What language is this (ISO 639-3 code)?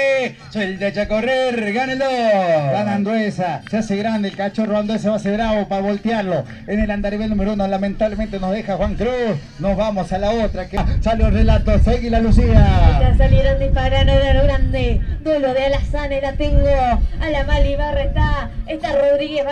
spa